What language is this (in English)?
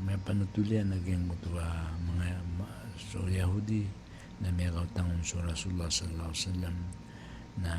Maranao